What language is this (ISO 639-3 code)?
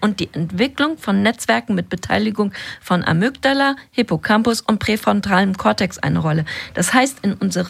deu